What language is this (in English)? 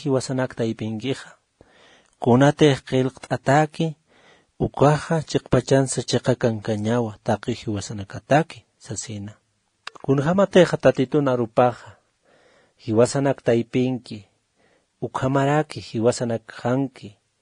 Aymara